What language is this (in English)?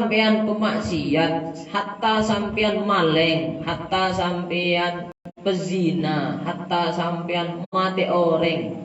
Madurese